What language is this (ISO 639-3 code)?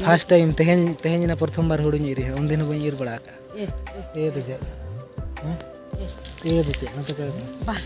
sat